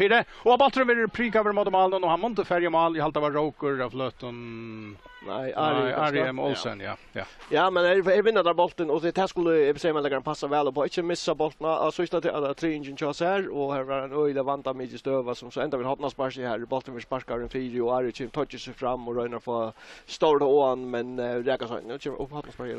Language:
Faroese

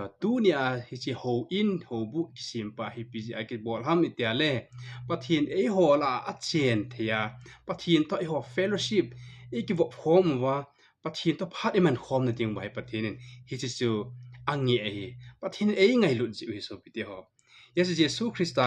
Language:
Thado Chin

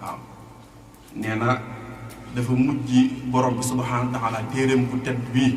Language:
Wolof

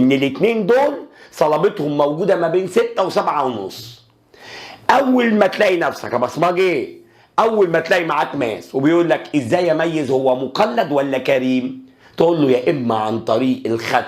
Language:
Egyptian Arabic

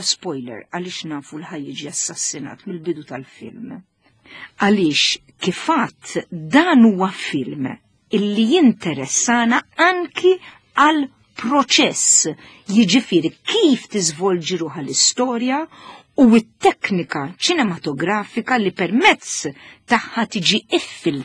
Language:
Maltese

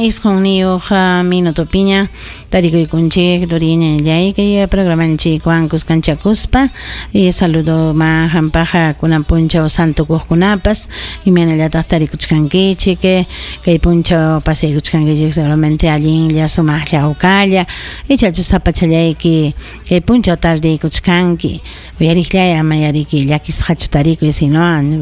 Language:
Ayacucho Quechua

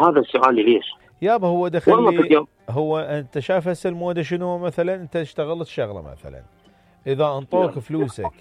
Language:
Mesopotamian Arabic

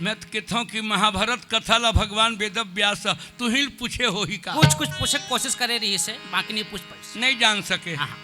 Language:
Chhattisgarhi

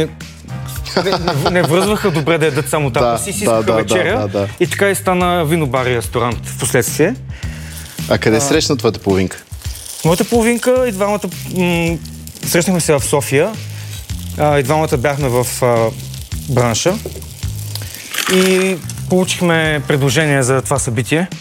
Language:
Bulgarian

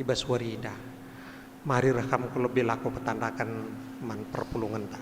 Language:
Batak Karo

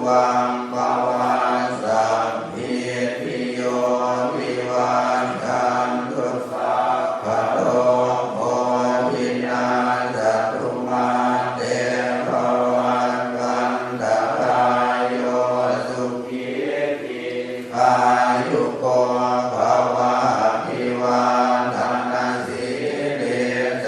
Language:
Pali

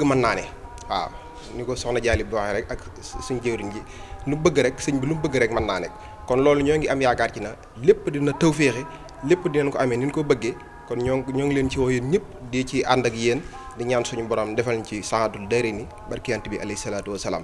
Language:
Wolof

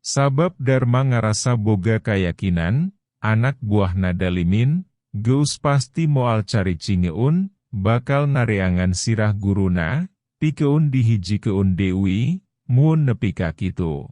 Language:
Sundanese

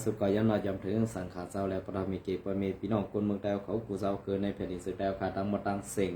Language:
Shan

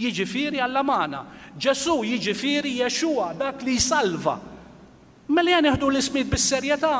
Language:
Maltese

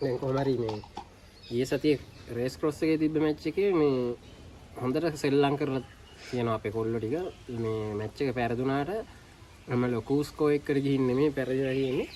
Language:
Sinhala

